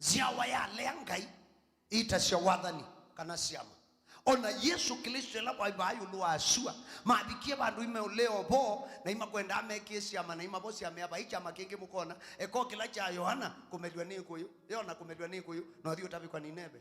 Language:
Kamba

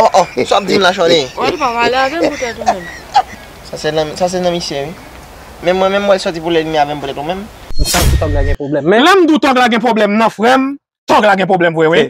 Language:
Haitian Creole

